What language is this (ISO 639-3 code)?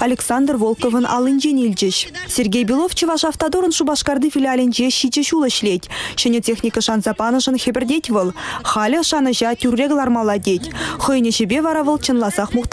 chv